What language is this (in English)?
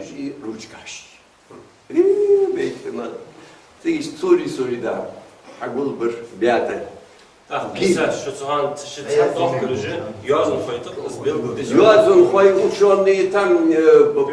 Ingush